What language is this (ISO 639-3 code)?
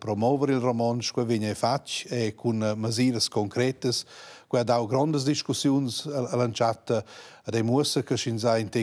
roh